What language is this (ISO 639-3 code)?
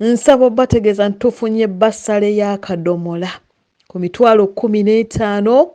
lug